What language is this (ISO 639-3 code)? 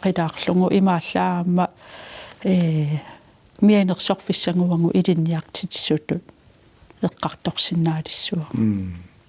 kal